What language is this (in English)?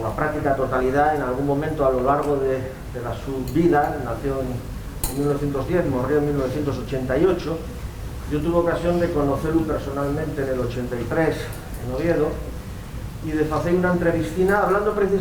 Asturian